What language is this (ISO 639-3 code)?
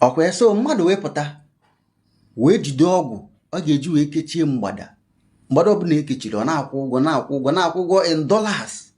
ibo